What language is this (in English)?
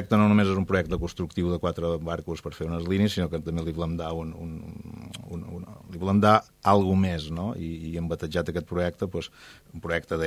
Catalan